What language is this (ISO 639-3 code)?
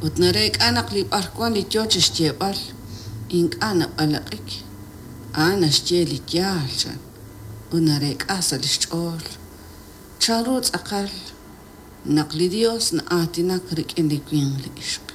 kek